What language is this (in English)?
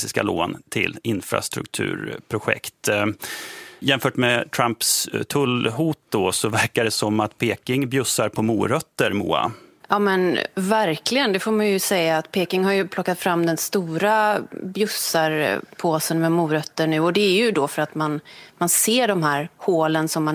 Swedish